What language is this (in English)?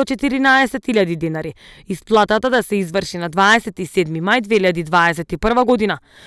Macedonian